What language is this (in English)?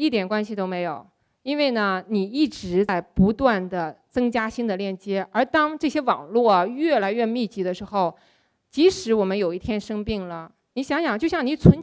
Chinese